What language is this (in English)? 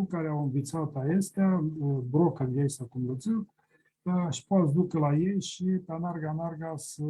Aromanian